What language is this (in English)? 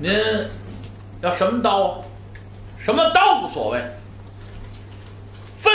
Chinese